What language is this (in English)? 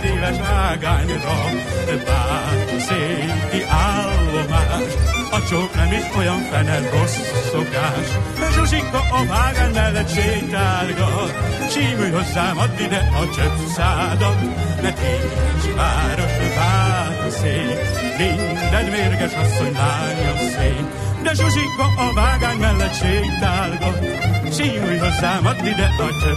Hungarian